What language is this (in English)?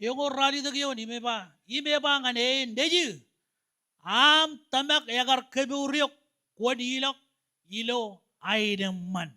Marshallese